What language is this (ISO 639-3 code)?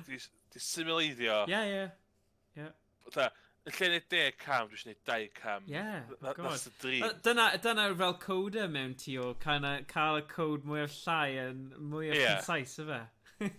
cym